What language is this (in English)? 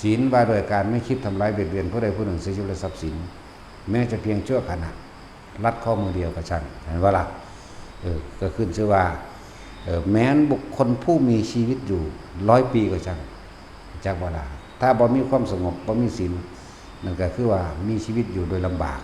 Northeastern Thai